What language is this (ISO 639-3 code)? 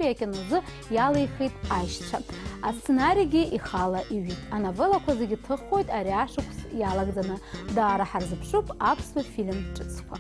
abk